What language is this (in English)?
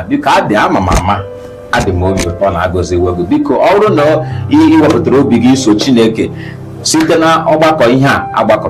Igbo